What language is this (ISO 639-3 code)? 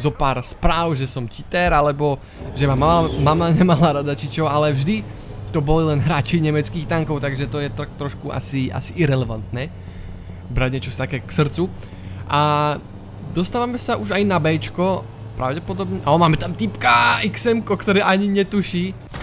slk